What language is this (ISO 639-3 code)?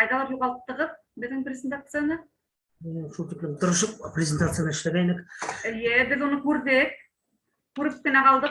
bak